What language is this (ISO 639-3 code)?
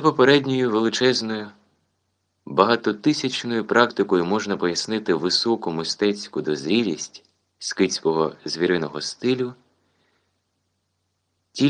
ukr